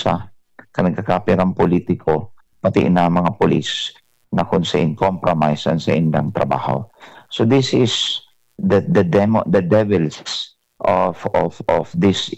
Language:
Bikol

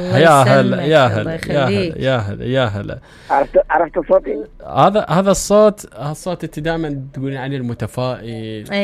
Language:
Mesopotamian Arabic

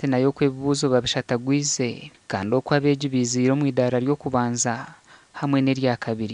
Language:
Nyankole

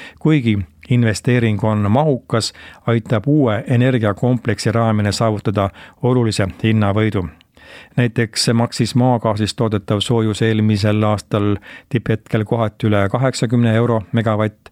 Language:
Estonian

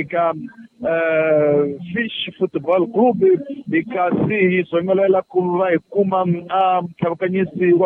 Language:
Tsonga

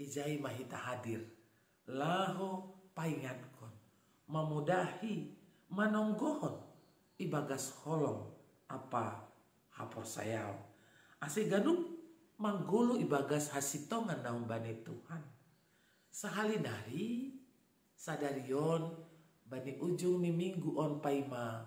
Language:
Batak Simalungun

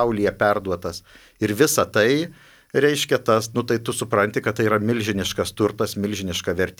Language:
Lithuanian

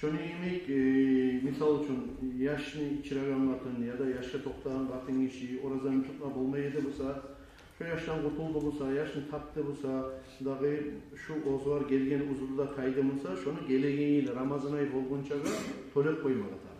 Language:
Kumyk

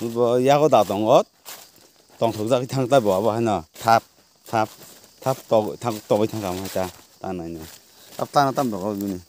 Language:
Kok Borok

